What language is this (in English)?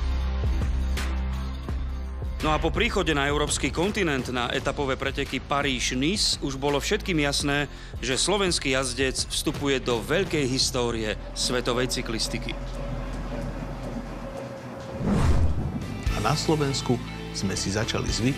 Slovak